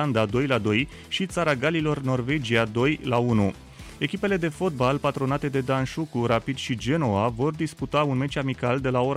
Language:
Romanian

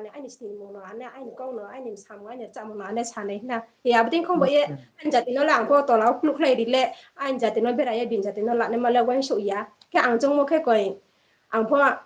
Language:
Riang (India)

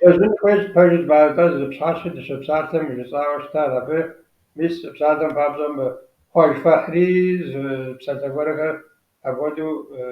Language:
Kabardian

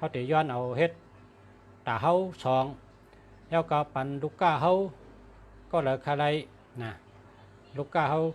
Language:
Shan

